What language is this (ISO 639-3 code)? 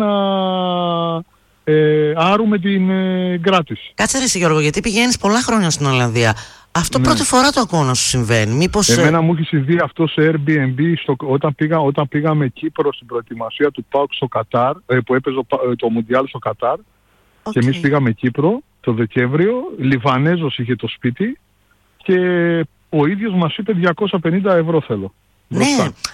ell